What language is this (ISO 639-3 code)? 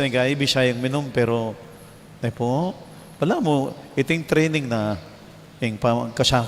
pam